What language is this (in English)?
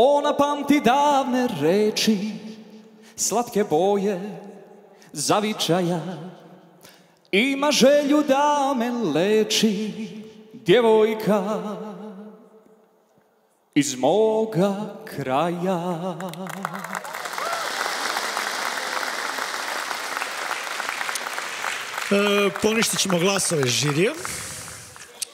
Serbian